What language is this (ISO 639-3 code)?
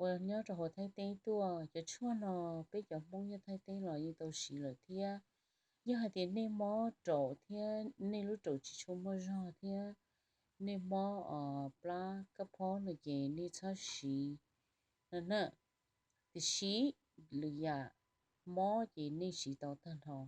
hmn